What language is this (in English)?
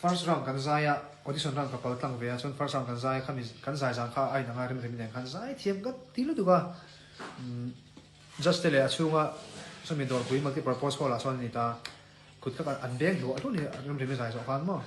Mizo